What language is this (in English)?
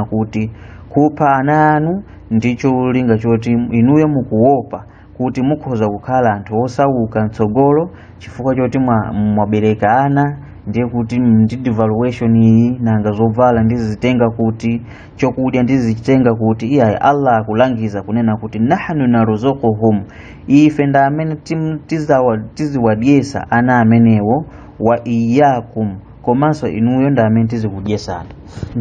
Nyanja